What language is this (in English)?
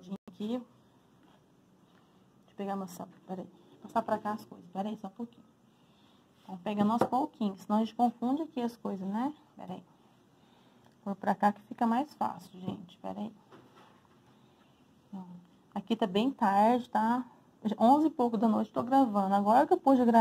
Portuguese